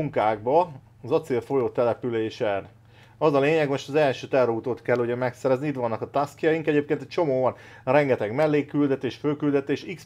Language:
Hungarian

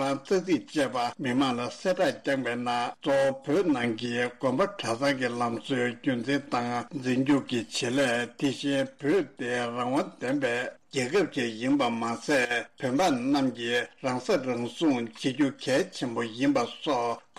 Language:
Tibetan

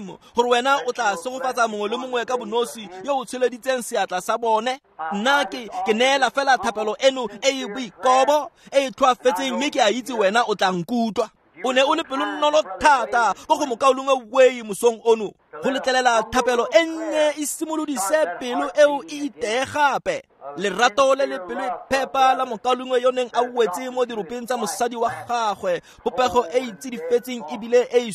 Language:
Tswana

